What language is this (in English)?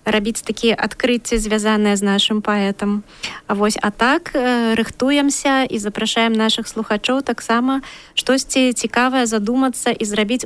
Belarusian